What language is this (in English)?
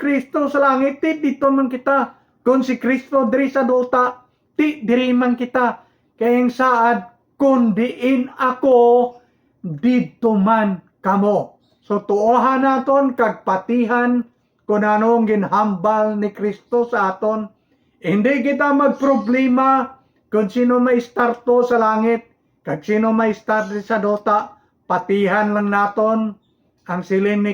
Hiligaynon